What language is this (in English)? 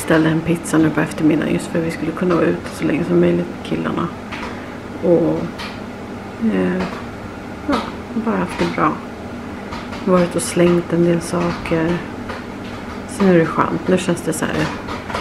Swedish